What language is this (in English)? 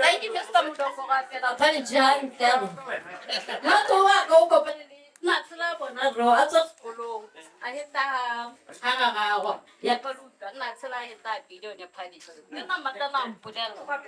Tswana